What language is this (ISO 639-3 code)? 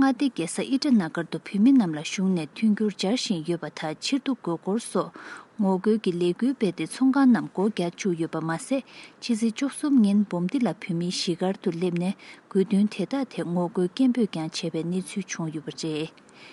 bod